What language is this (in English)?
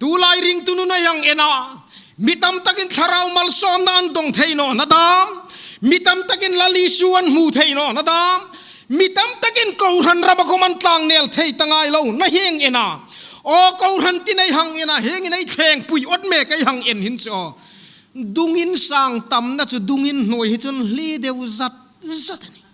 Hmar